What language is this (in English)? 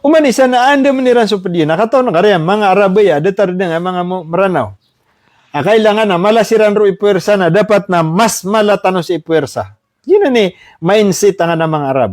Maranao